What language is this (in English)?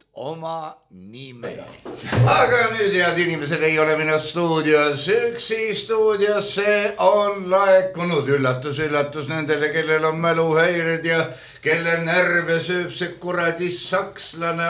Estonian